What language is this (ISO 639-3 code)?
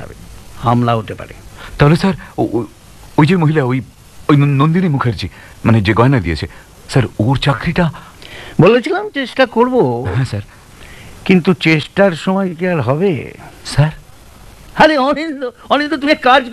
ben